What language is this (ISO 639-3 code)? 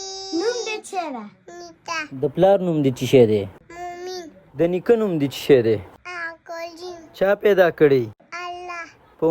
pus